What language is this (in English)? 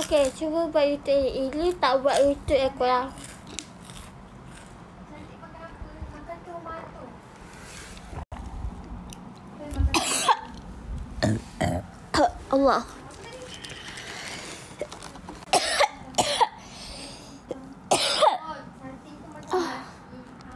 Malay